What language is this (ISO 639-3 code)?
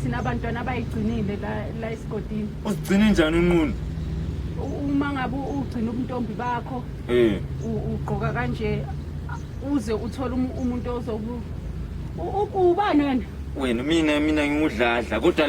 zul